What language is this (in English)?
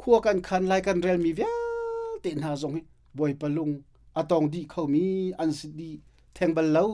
Hakha Chin